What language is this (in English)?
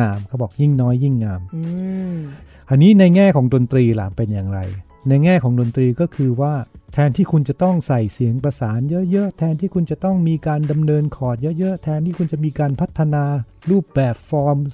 Thai